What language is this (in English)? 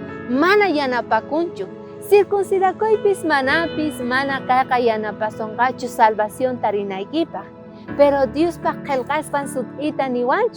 South Bolivian Quechua